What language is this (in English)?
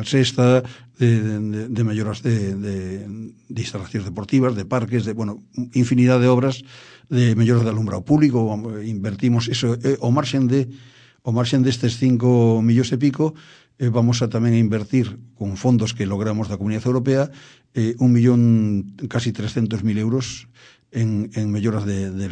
Galician